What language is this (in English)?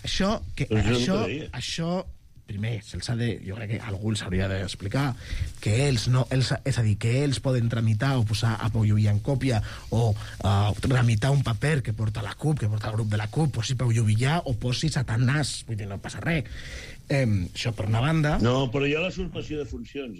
Catalan